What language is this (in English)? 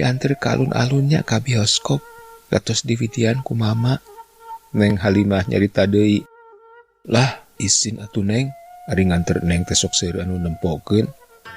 Sundanese